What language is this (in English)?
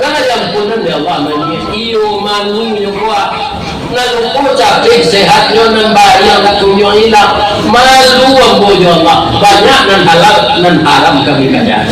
Minangkabau